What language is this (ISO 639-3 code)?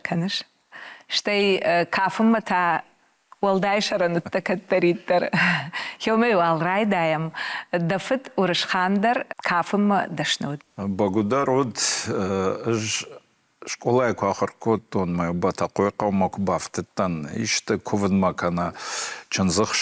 oss